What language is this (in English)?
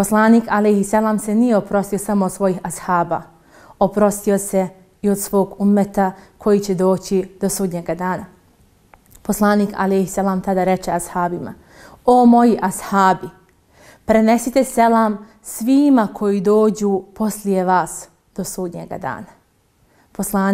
Bosnian